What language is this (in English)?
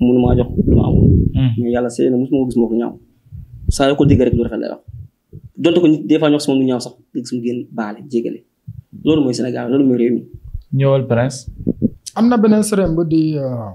Wolof